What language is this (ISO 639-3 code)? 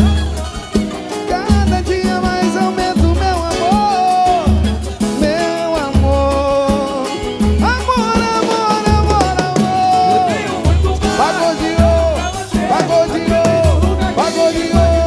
por